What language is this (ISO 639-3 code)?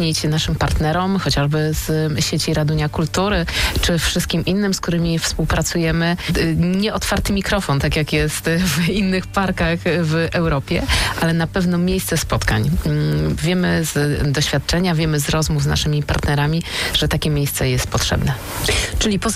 pol